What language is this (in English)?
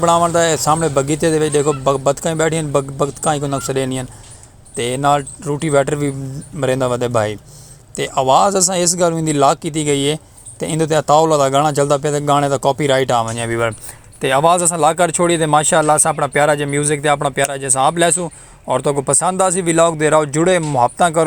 Saraiki